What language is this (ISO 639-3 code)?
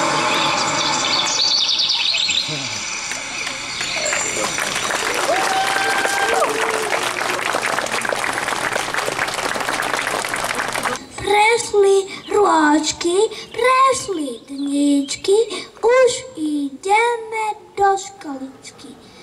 slk